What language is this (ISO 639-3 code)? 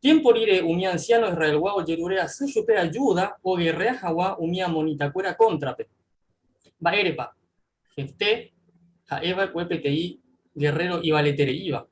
grn